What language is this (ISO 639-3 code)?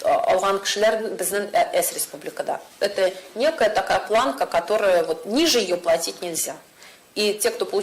tat